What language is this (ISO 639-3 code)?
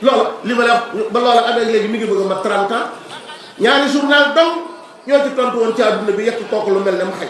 wol